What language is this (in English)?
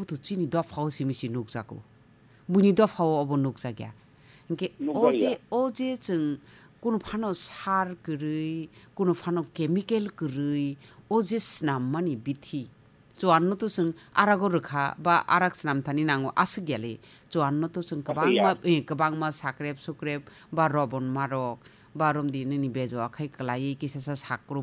Kok Borok